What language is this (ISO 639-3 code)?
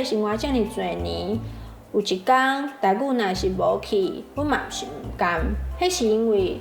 nan